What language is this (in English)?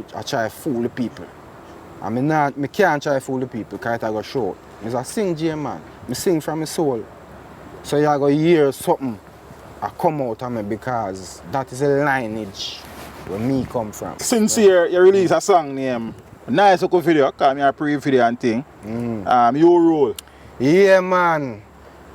Jamaican Creole English